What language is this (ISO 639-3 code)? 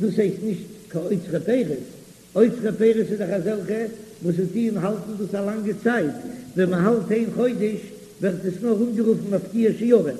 yid